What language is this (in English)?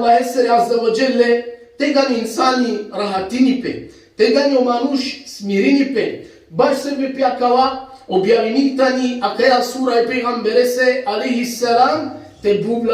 Balkan Romani